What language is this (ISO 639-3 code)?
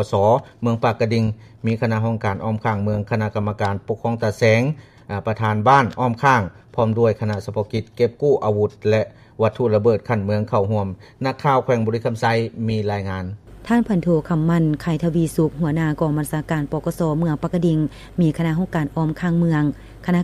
lao